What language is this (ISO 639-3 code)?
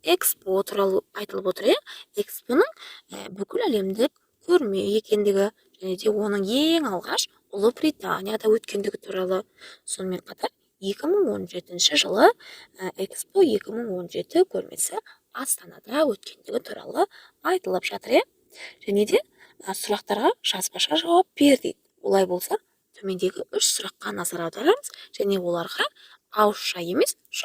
kaz